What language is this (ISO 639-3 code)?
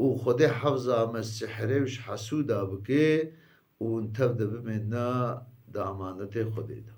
kur